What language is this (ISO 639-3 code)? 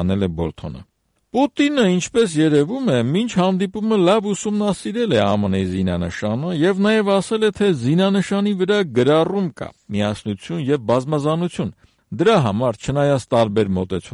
hye